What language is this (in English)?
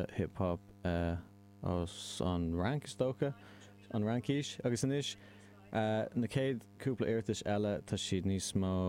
Irish